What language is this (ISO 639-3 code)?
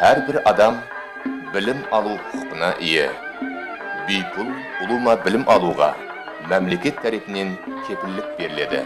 kaa